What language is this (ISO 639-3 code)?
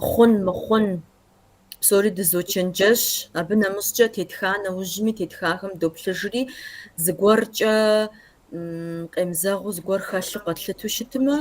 kbd